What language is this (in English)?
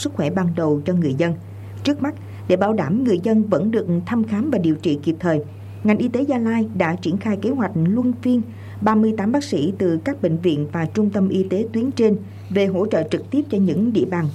Vietnamese